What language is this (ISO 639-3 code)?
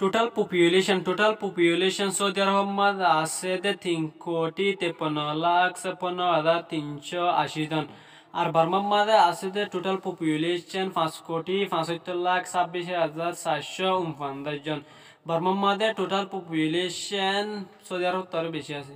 rhg